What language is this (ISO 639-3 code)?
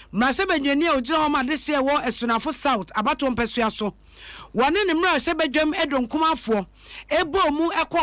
aka